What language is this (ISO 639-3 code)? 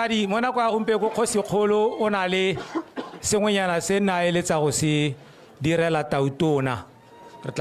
tsn